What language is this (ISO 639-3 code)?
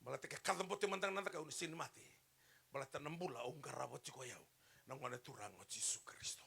fij